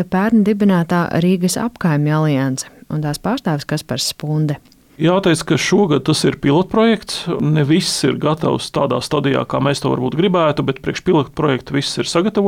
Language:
Latvian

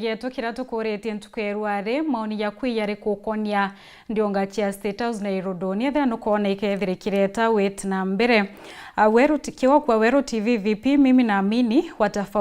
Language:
Meru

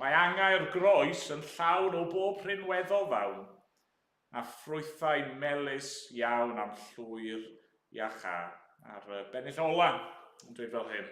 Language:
Welsh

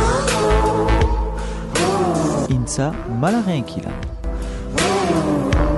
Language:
Basque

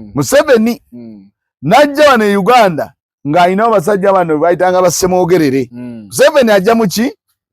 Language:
Ganda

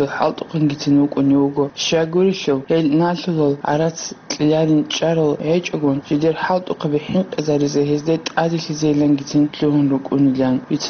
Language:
Avaric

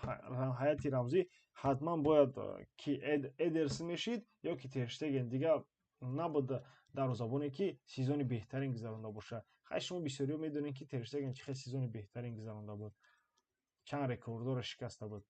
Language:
Tajik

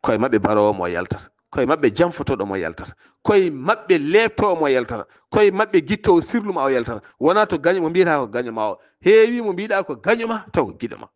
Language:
Fula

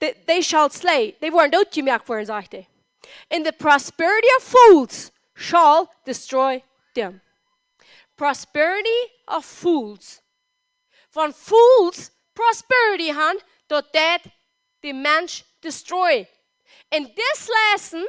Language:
Plautdietsch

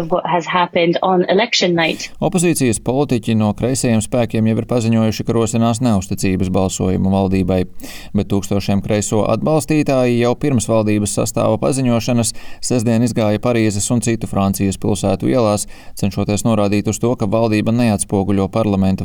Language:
Latvian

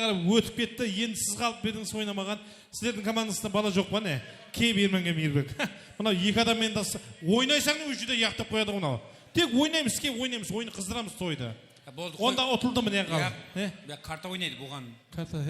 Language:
Kara-Kalpak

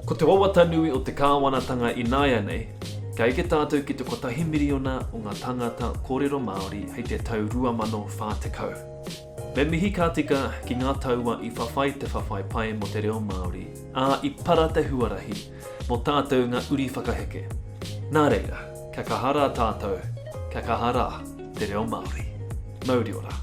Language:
Māori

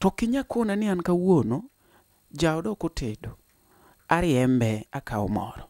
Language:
Luo (Kenya and Tanzania)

